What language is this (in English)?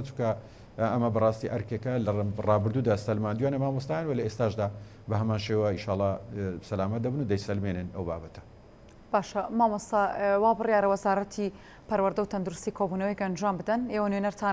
Central Kurdish